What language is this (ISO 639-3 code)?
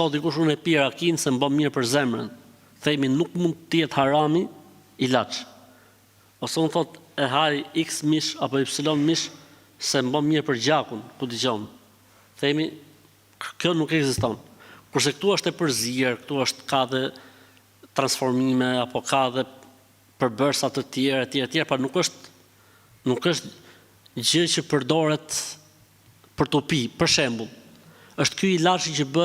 sqi